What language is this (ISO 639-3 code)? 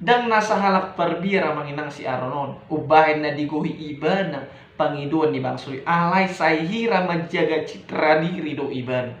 bbc